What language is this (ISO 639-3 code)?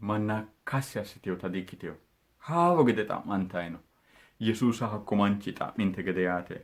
sid